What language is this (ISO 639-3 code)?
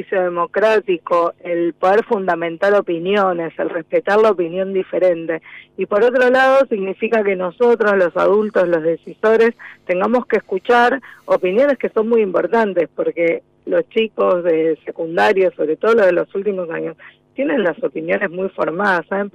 spa